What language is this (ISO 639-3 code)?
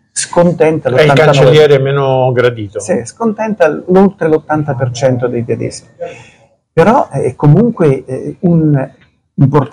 ita